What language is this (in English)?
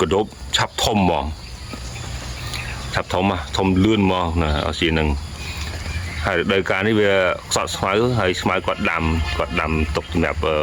Khmer